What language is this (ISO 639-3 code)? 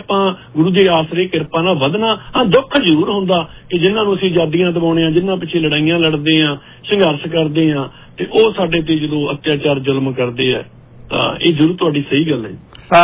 pan